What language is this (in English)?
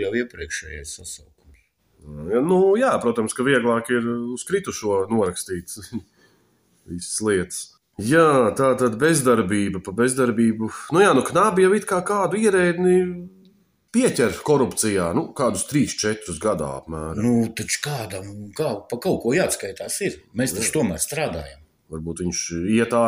Latvian